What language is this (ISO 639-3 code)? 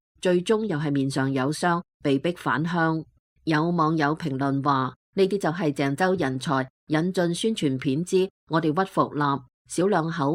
yue